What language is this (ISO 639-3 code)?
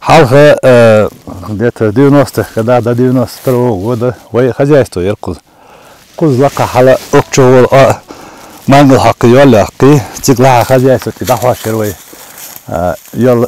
che